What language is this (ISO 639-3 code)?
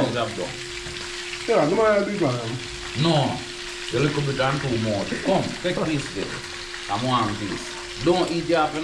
jam